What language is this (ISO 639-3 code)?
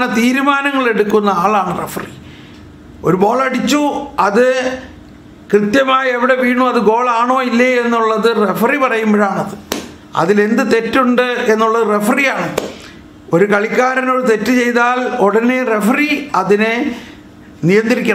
mal